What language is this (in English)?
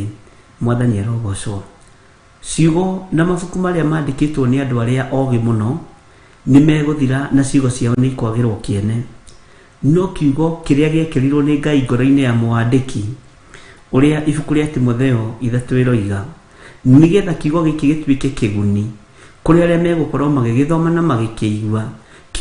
Kikuyu